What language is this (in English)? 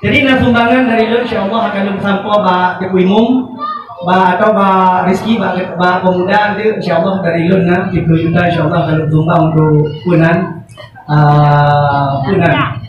Achinese